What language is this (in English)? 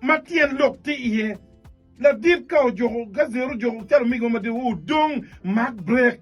Acoli